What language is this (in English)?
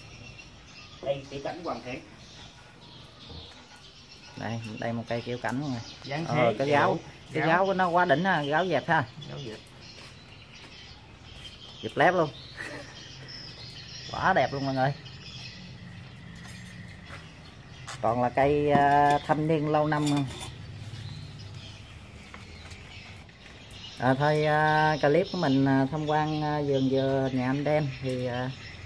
Vietnamese